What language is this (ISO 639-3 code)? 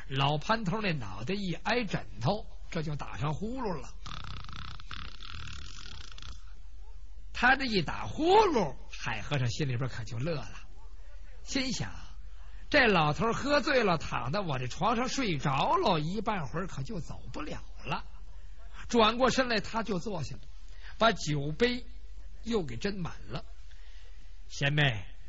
zho